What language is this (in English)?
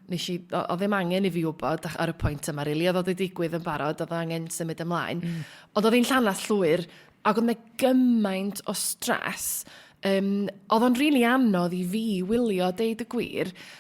Welsh